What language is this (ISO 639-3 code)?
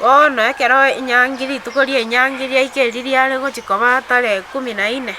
guz